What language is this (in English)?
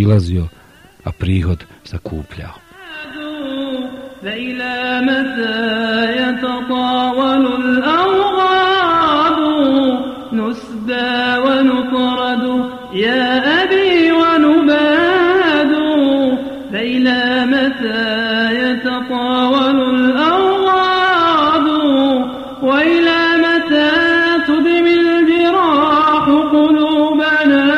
Bosnian